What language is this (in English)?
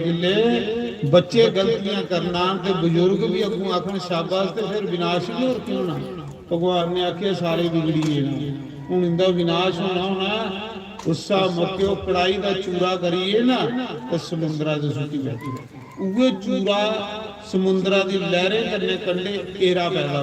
Dogri